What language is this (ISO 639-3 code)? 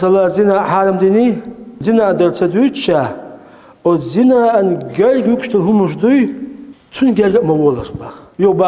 che